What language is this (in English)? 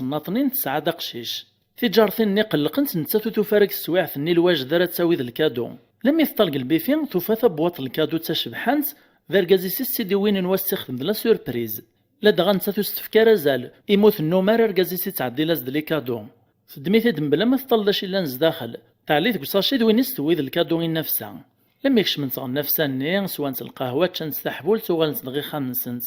Kabyle